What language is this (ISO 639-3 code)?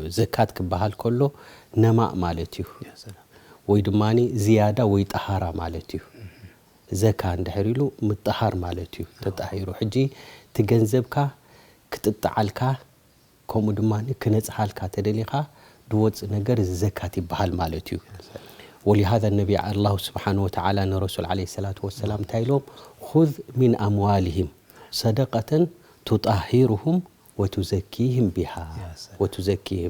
tir